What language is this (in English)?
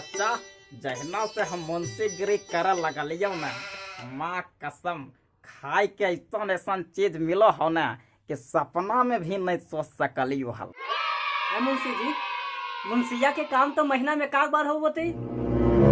Magahi